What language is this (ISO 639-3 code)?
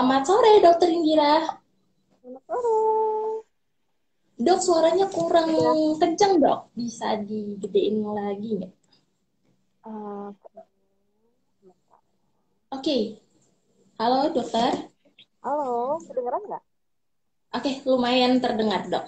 ind